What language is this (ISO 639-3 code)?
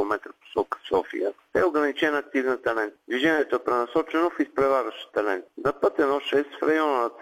bul